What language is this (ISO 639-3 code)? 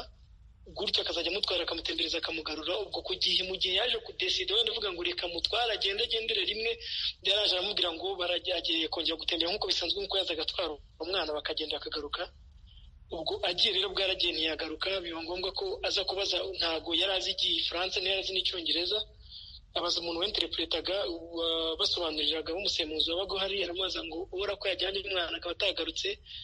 kin